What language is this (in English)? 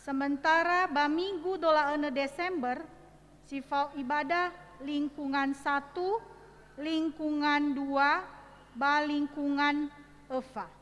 Nias